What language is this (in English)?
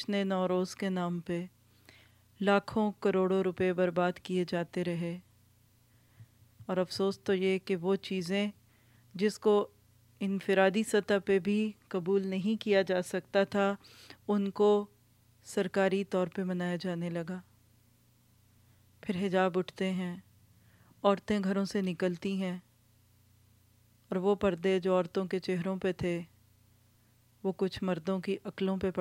Urdu